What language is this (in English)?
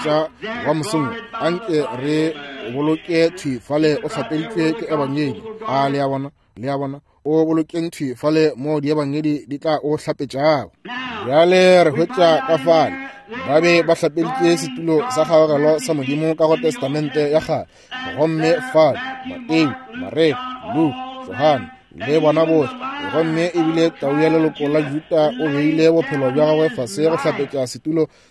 Northern Sotho